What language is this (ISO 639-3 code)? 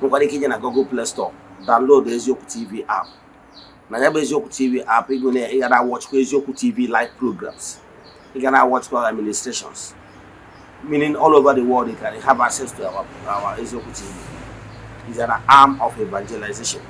ibo